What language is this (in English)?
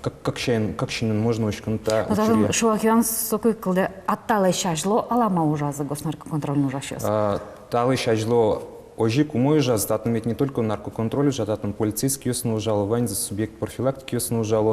Udmurt